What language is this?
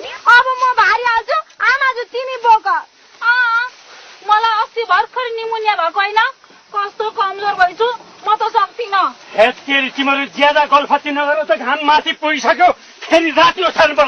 Nepali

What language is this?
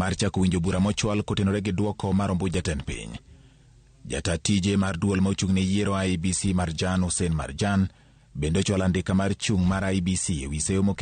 Luo (Kenya and Tanzania)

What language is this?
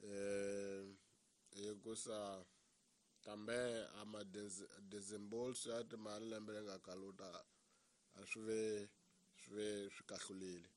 Tsonga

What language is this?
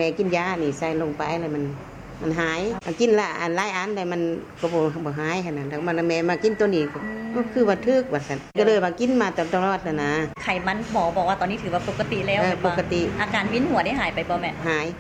Lao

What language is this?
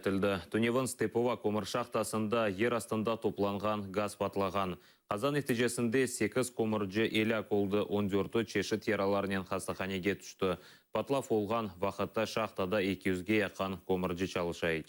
Crimean Tatar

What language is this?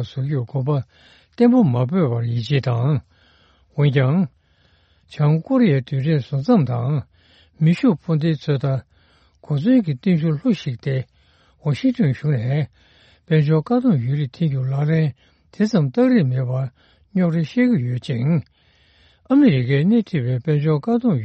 Tibetan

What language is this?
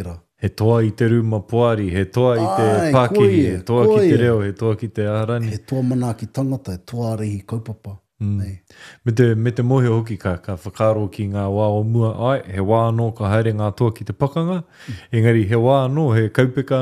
Māori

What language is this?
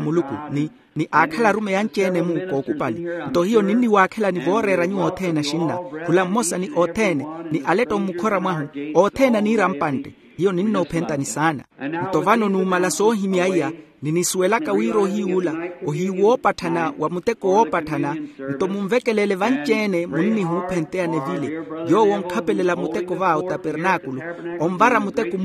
Makhuwa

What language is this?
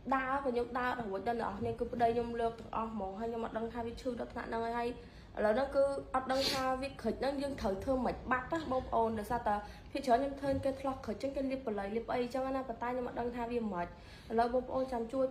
Khmer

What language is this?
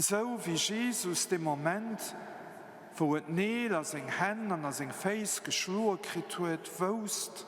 Luxembourgish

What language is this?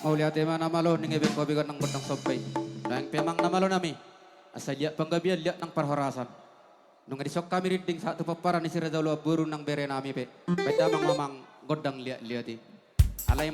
Batak Toba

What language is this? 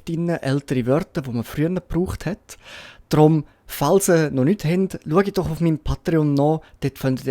Swiss German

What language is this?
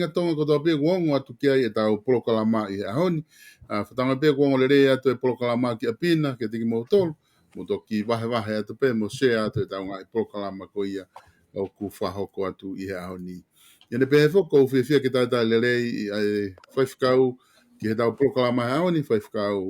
Tongan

